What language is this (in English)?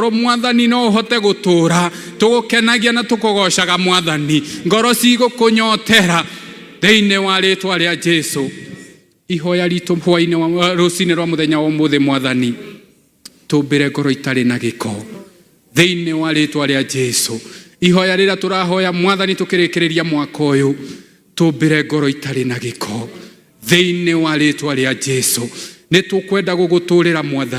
Kikuyu